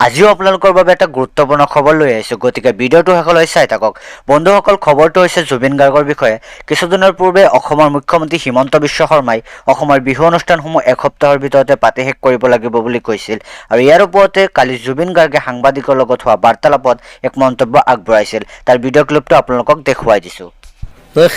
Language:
Assamese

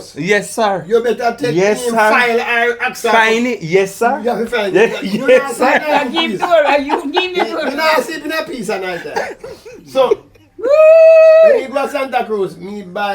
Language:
Jamaican Creole English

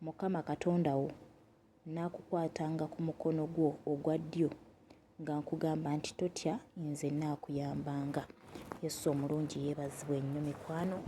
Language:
Ganda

